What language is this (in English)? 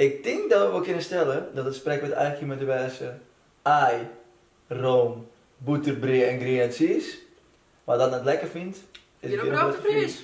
Western Frisian